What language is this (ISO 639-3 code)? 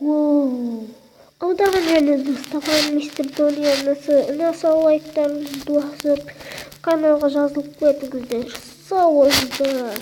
kaz